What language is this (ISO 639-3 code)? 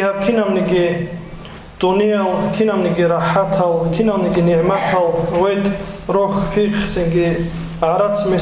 ava